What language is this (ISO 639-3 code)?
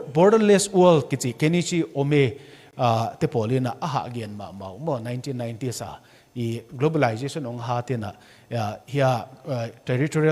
ctd